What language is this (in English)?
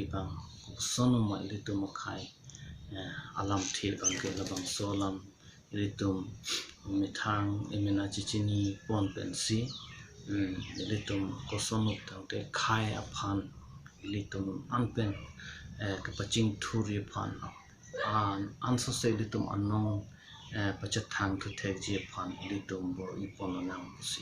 Karbi